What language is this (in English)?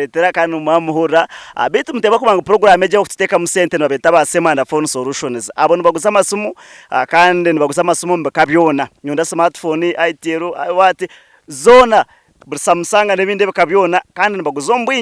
Nyankole